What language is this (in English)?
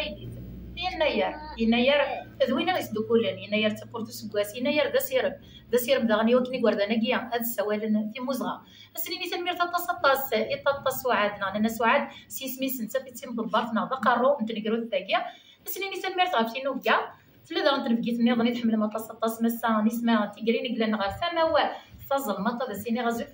Kabyle